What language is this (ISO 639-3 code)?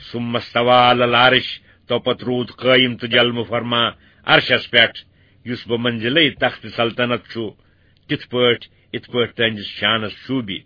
kas